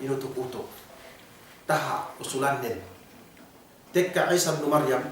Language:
Yakan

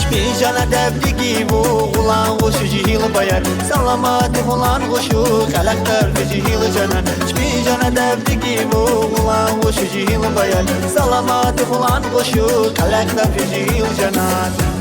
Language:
Tabassaran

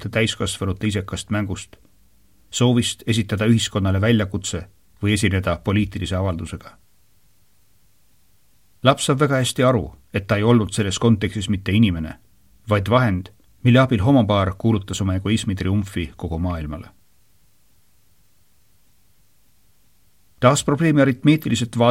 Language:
Estonian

